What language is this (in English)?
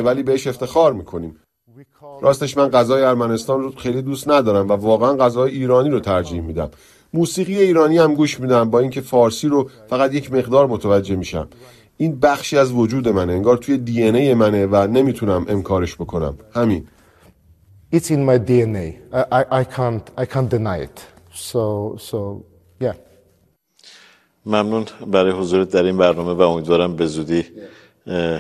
Persian